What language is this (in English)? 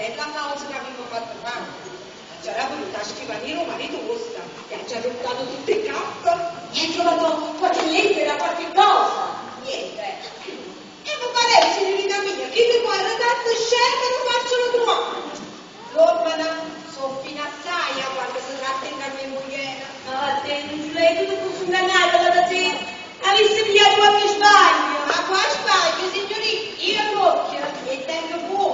Neapolitan